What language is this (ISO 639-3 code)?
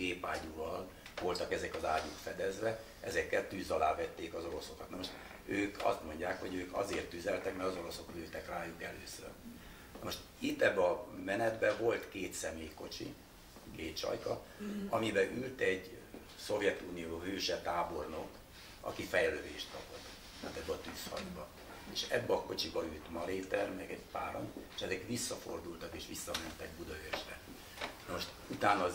hun